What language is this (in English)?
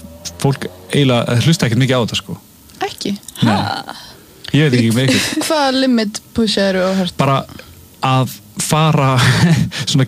Icelandic